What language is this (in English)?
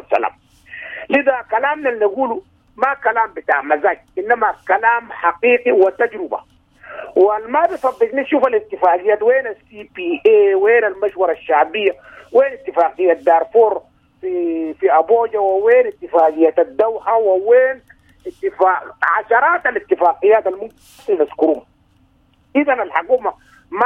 Sudanese Arabic